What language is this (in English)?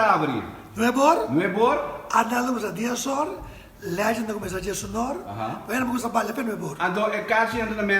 Papiamento